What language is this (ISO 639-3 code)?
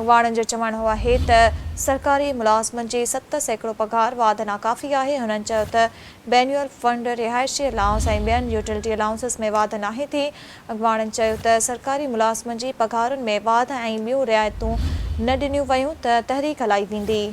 snd